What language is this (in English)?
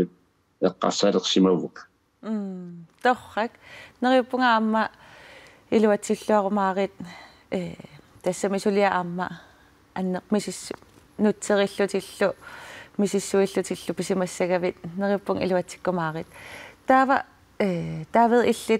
Kalaallisut